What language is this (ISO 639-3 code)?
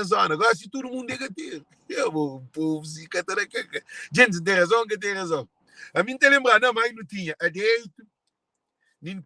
kea